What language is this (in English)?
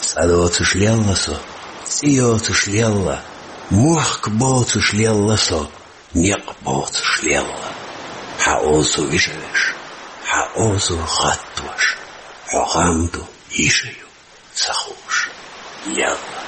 Chechen